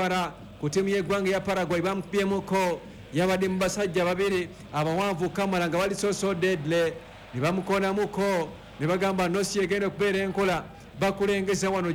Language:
Ganda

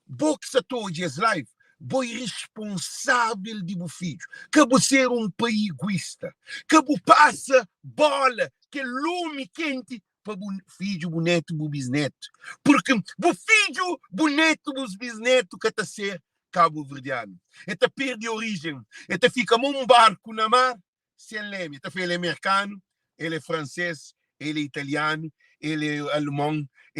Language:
Kabuverdianu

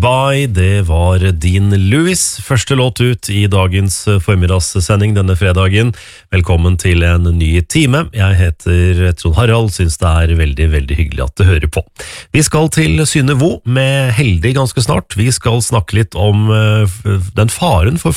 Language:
Norwegian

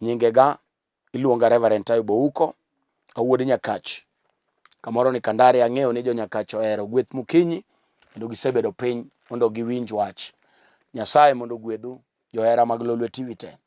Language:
Luo (Kenya and Tanzania)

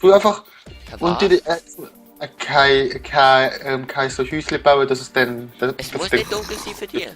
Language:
Swiss German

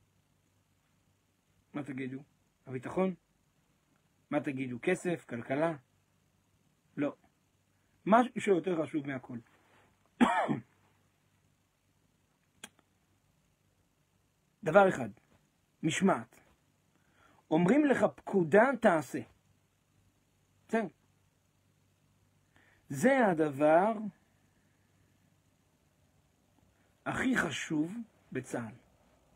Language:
Hebrew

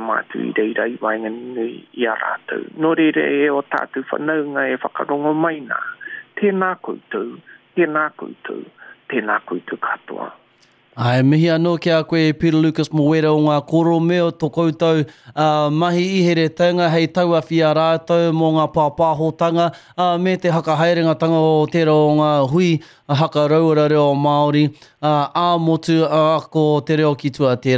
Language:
Māori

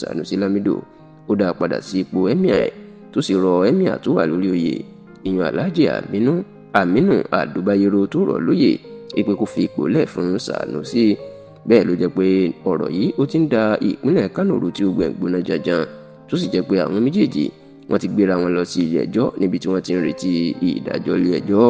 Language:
Yoruba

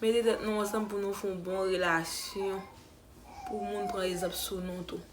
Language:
Haitian Creole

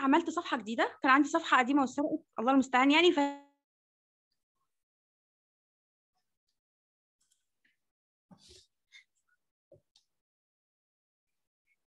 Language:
Egyptian Arabic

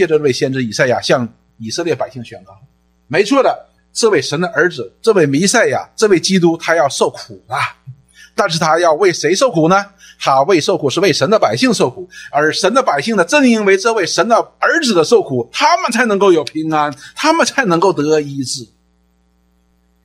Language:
Chinese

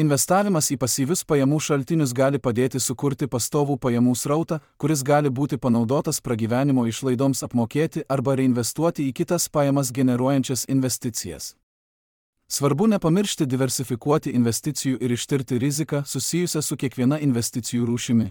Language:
Lithuanian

